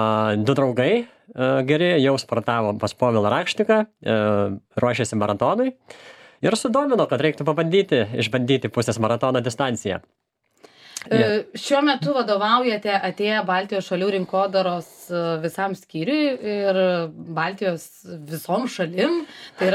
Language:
Lithuanian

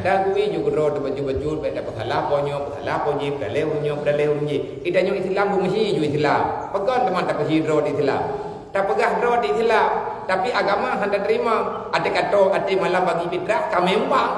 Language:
Achinese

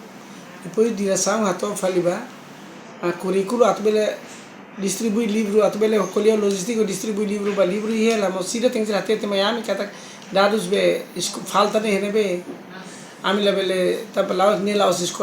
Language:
Tetum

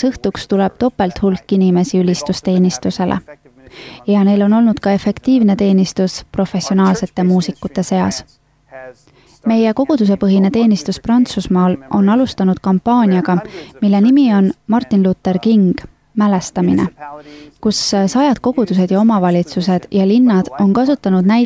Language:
Estonian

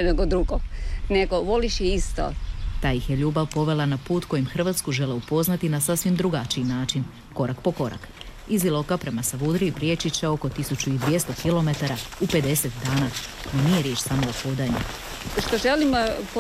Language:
Croatian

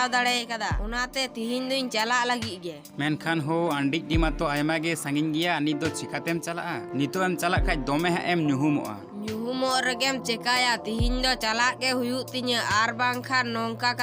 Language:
Santali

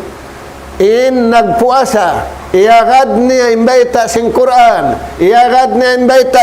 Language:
Tausug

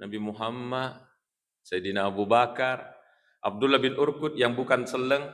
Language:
Buginese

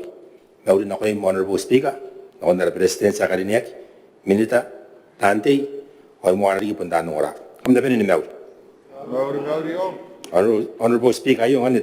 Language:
Gilbertese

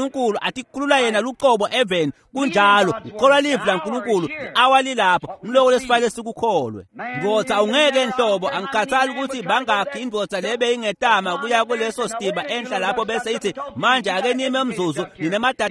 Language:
Swati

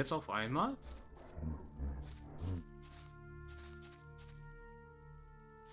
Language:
German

